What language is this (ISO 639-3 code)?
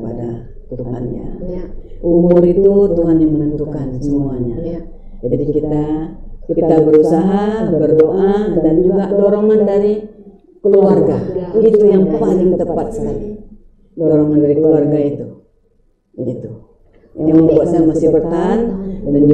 ind